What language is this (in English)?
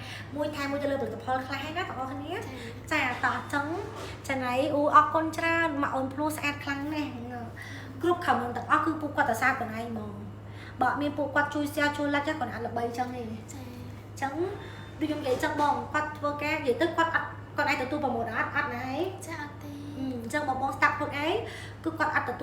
Khmer